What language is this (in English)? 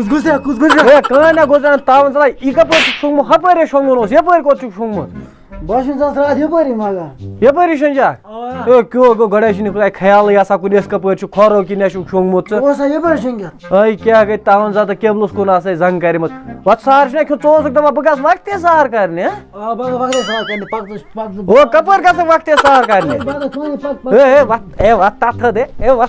Kashmiri